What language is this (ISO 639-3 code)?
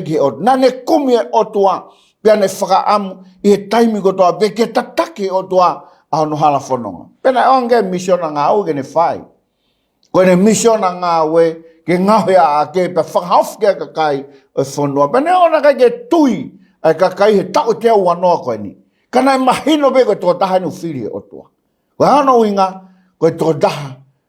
ton